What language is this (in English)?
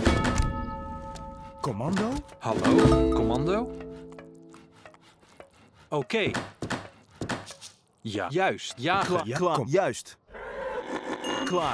Dutch